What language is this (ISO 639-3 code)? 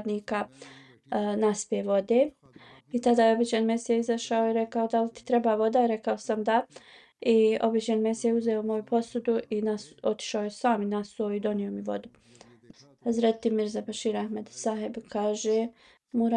bos